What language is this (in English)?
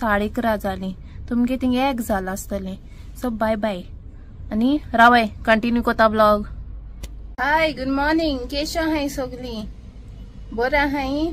Konkani